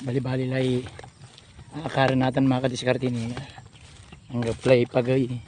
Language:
Pangasinan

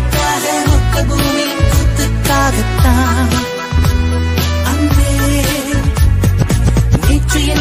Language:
Tamil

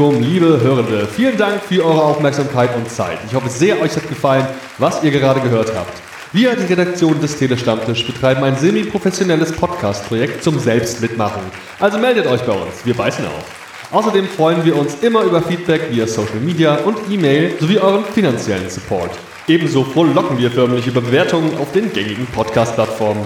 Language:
German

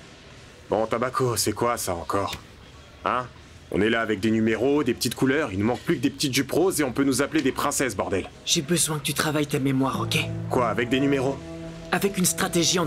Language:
French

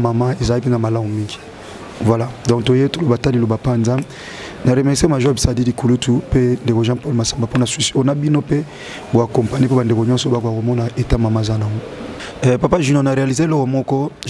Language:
Lingala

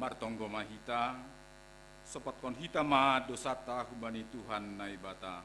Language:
Batak Simalungun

